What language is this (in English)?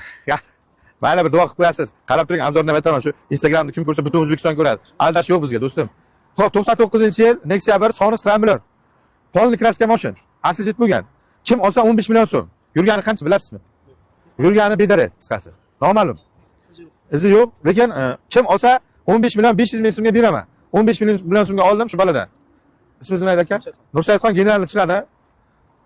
Uzbek